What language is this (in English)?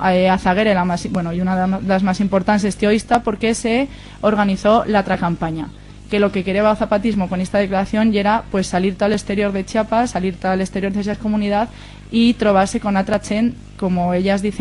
Aragonese